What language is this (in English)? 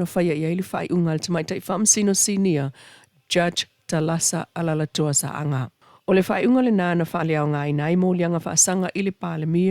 Samoan